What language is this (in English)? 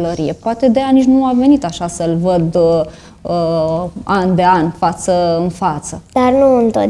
Romanian